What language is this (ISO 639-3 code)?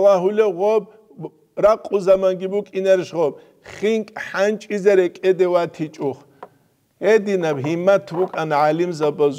ava